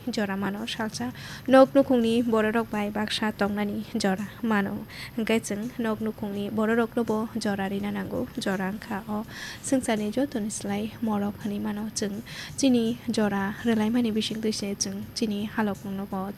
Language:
Kok Borok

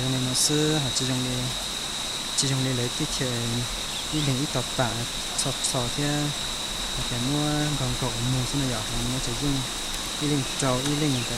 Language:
Hmong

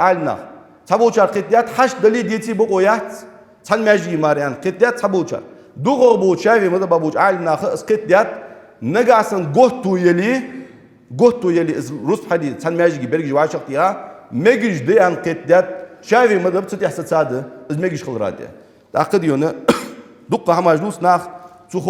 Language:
Ingush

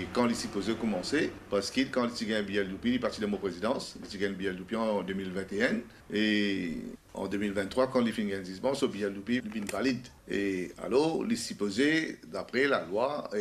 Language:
Morisyen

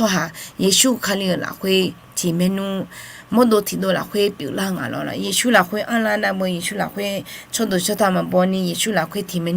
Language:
Akha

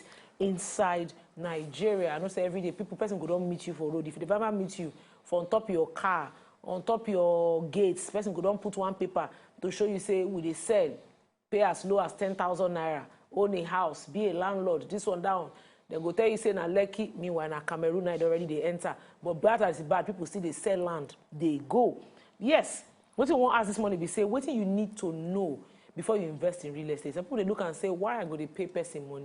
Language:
Nigerian Pidgin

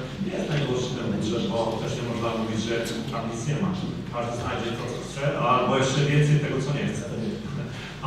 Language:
Polish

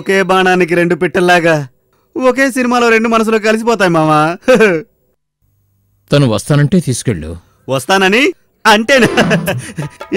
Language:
Telugu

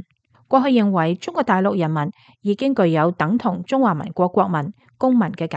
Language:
Cantonese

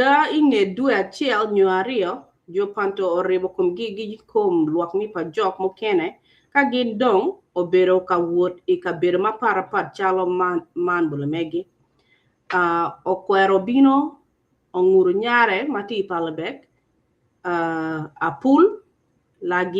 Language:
Acoli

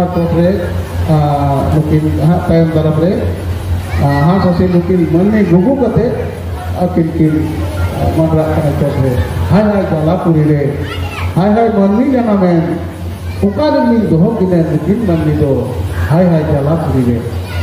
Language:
Santali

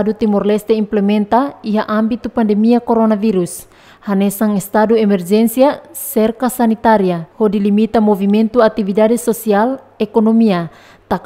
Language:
Tetum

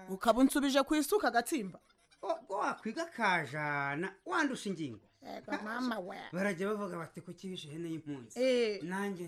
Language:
Kinyarwanda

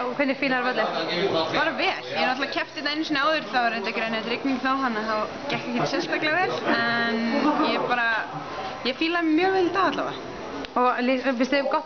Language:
Icelandic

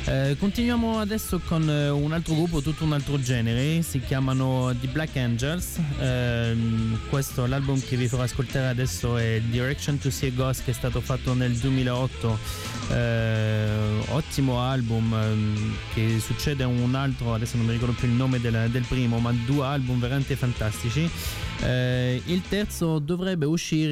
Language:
Italian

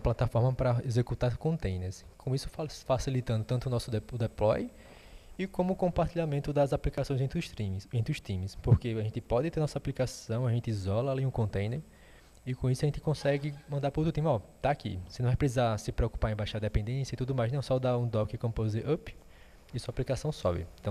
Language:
Portuguese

